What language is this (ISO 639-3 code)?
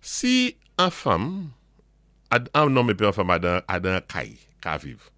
acf